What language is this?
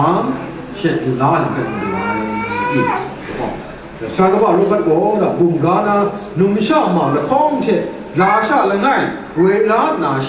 Kachin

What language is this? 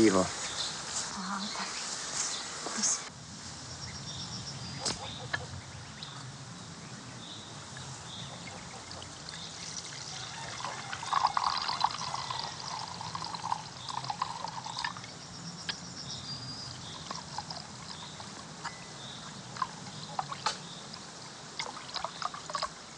Czech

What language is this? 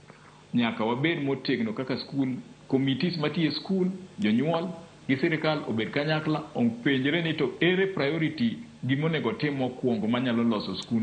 Luo (Kenya and Tanzania)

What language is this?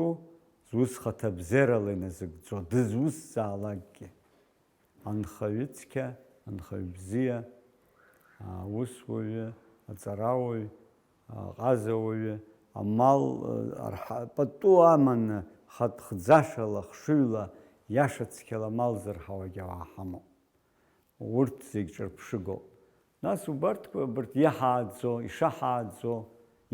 Abkhazian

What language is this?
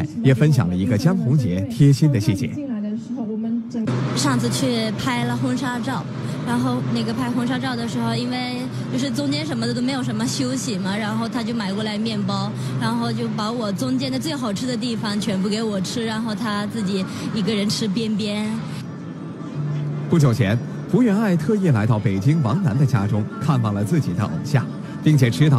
Chinese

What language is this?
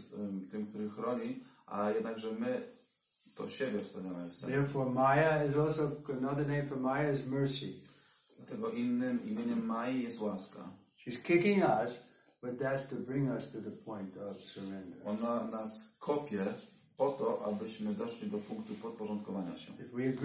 Polish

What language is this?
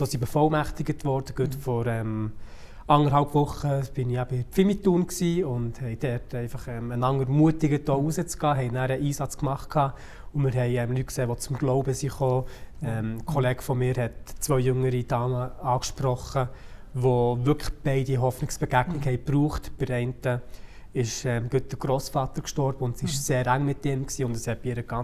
Swiss German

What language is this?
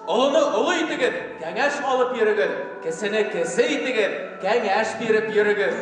Bashkir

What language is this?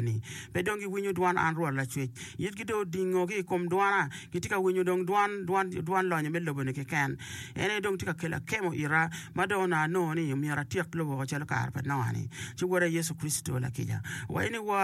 Acoli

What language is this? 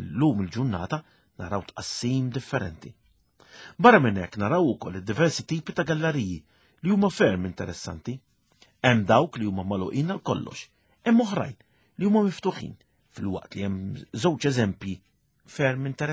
Maltese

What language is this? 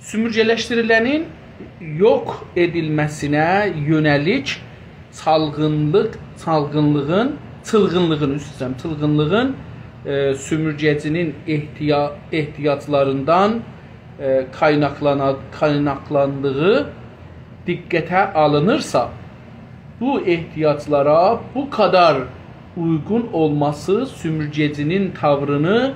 South Azerbaijani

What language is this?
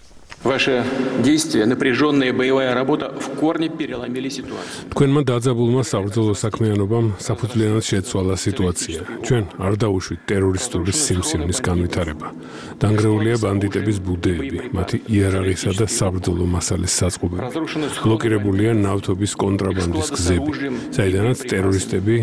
Georgian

